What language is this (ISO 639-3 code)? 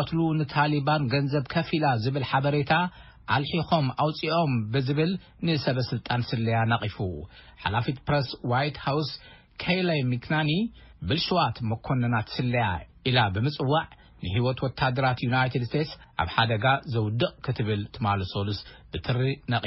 tir